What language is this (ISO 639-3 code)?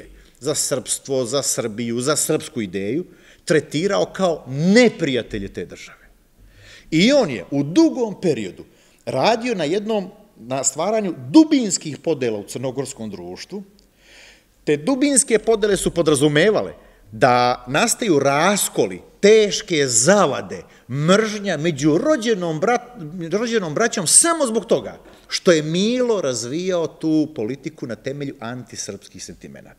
srp